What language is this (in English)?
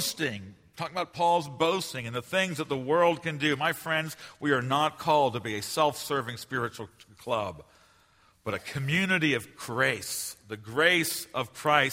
English